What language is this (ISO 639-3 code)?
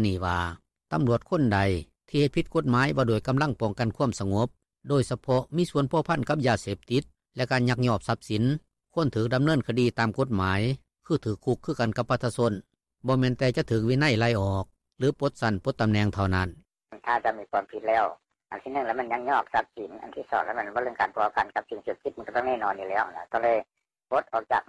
lao